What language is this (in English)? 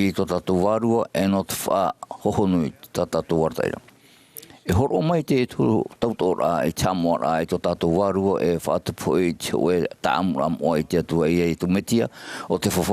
Tahitian